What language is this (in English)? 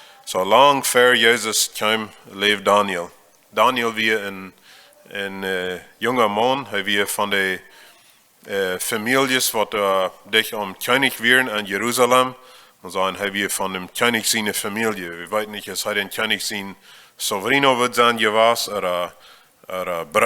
Plautdietsch